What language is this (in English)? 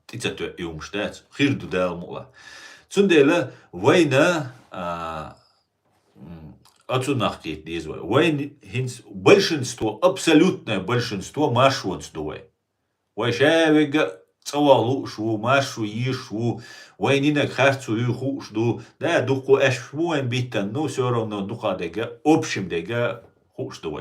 Chechen